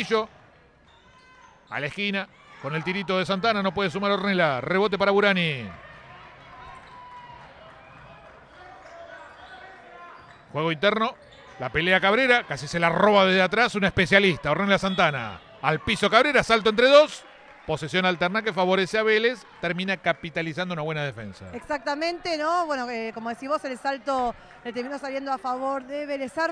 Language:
Spanish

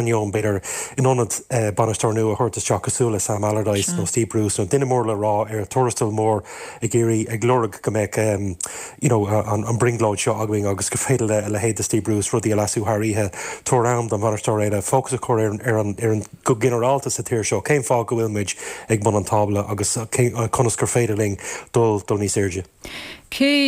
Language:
Irish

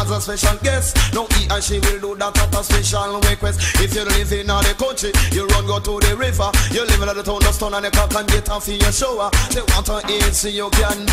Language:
Jamaican Creole English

